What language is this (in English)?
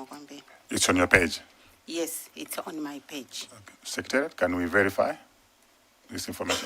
Nyanja